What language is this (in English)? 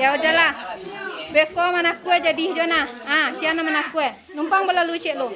Minangkabau